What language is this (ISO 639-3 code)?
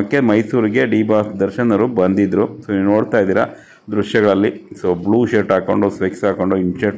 kan